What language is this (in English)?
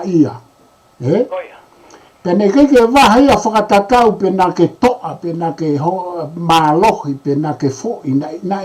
Tongan